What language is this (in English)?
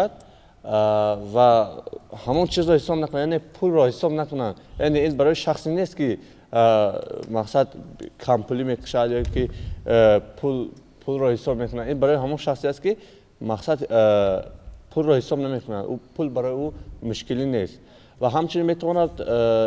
Tajik